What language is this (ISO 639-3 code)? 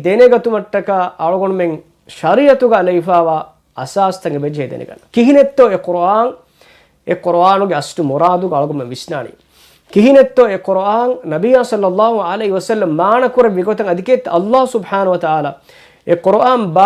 div